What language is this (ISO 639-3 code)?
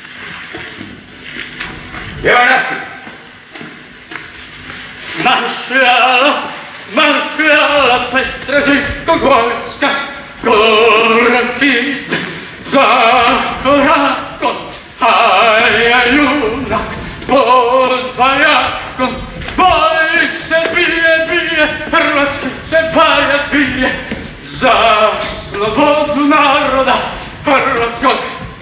hrv